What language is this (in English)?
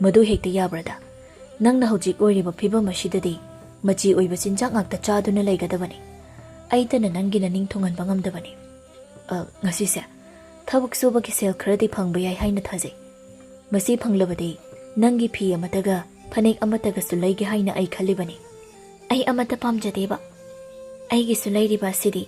Manipuri